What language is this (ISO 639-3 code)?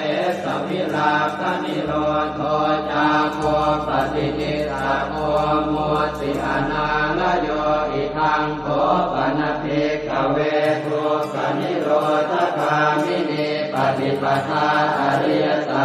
pli